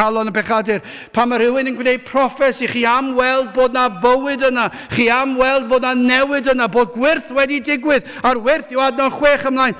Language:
Welsh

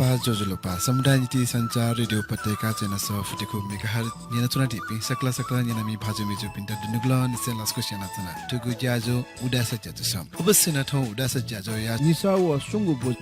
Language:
Newari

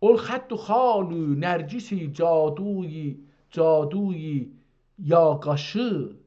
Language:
South Azerbaijani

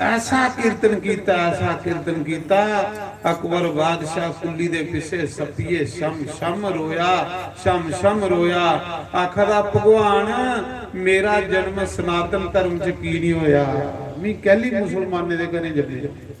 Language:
Dogri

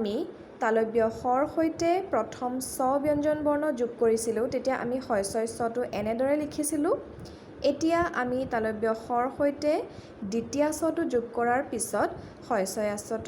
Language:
Assamese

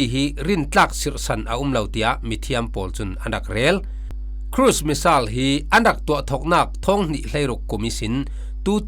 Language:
Falam Chin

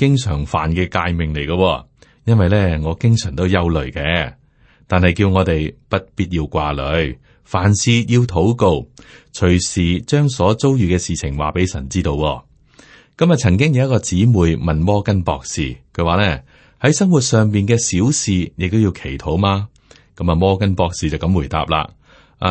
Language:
Cantonese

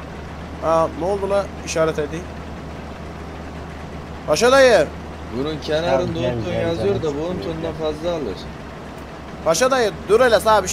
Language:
Turkish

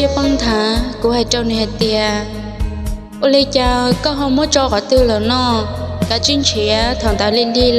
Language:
Hmong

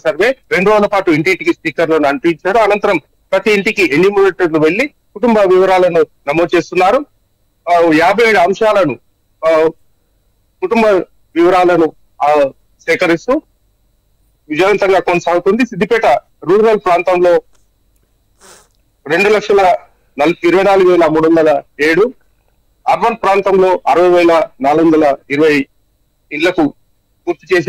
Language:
Telugu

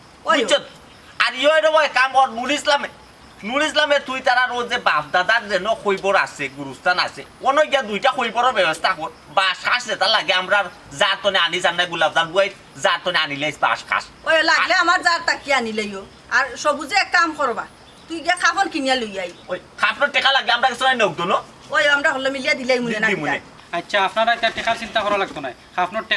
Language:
Sylheti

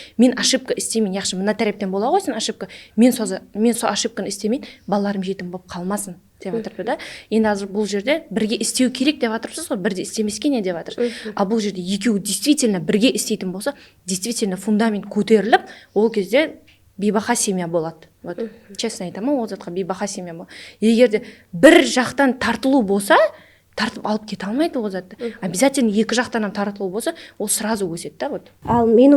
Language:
Kara-Kalpak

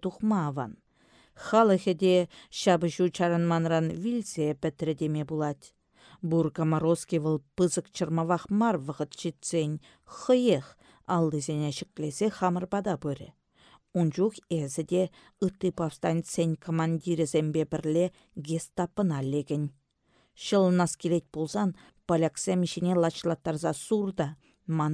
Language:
Chuvash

